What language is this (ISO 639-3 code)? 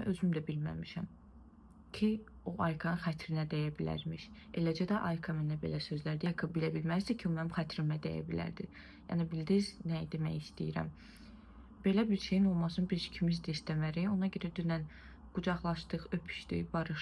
aze